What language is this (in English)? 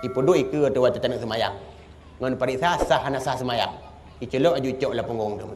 Achinese